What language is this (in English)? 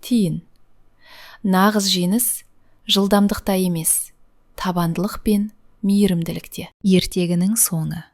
Kazakh